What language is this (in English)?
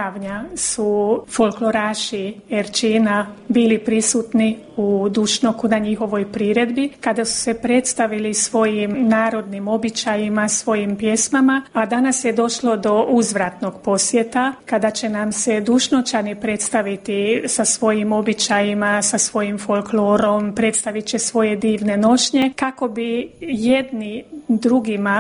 Croatian